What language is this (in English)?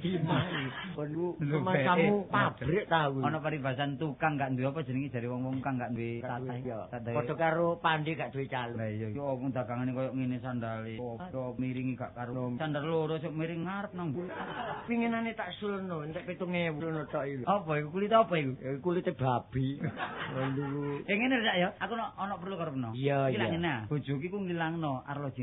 Javanese